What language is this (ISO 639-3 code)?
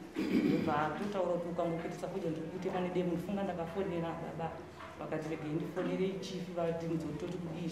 sna